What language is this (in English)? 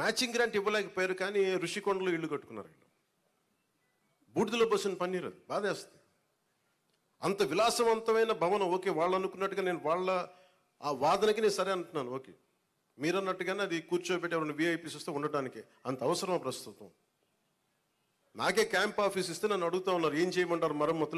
Telugu